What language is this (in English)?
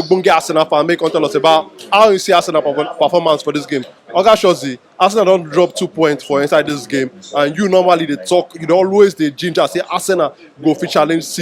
Nigerian Pidgin